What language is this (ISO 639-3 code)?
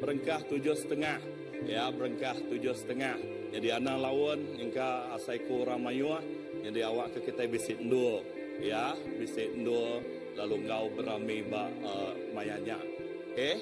iba